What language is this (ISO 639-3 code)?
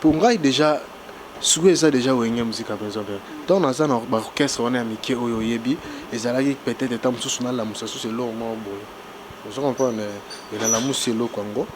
lin